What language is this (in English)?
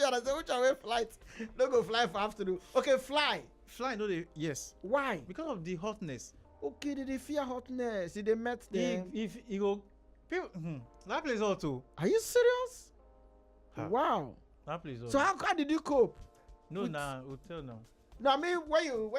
Nigerian Pidgin